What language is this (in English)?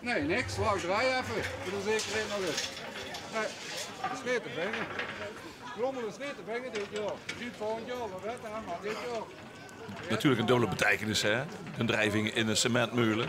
Limburgish